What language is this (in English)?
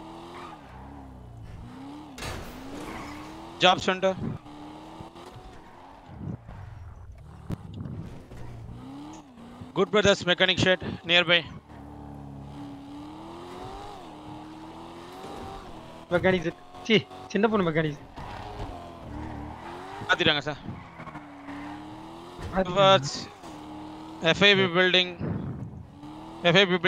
Tamil